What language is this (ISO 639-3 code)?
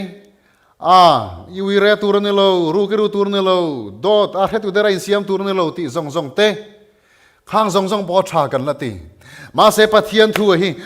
lus